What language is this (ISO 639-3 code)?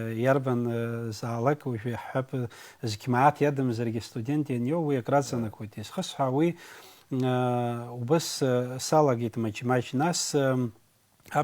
abk